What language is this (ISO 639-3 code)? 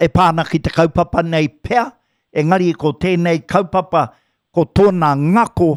mri